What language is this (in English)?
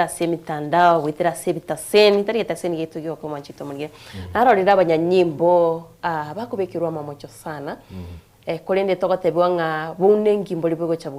Gusii